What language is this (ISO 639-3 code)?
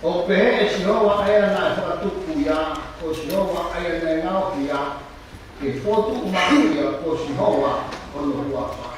ton